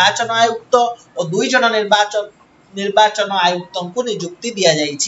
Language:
Odia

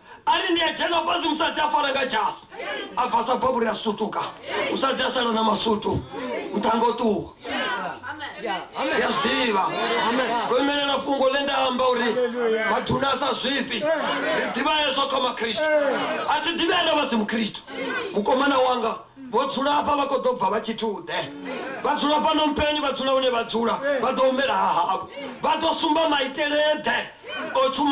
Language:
Venda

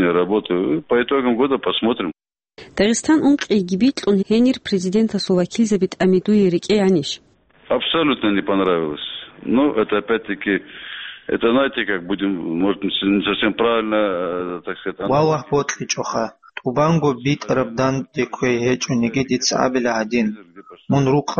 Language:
Avaric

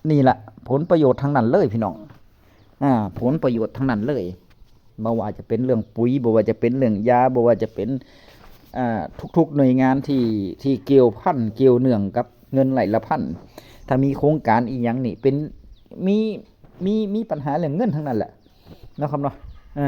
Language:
Northeastern Thai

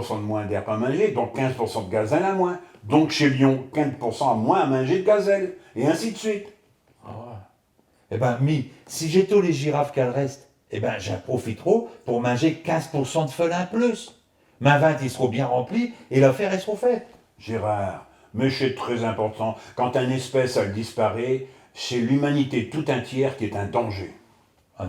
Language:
Picard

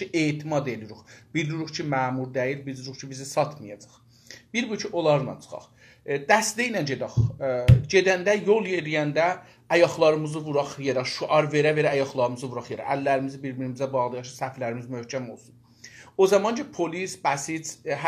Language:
South Azerbaijani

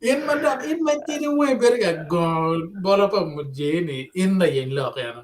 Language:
Acoli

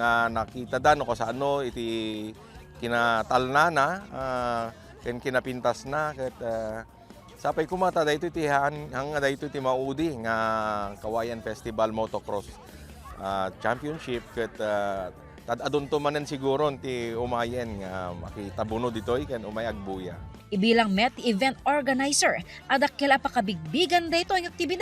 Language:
Iloko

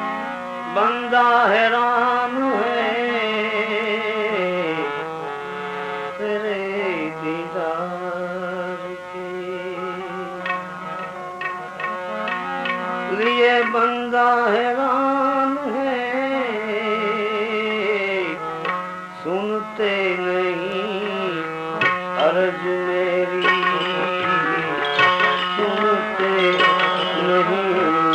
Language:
Hindi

